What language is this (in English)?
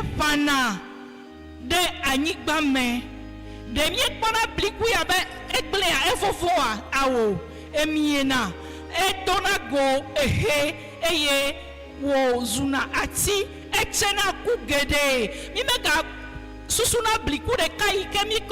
Ewe